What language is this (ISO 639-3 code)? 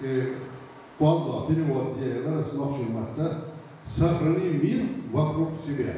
che